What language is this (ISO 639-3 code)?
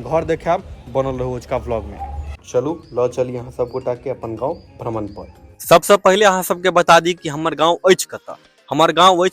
mai